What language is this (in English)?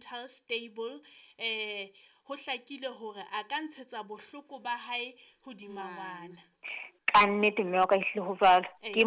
Southern Sotho